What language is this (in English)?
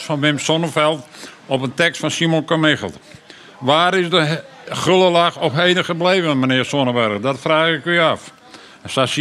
Western Frisian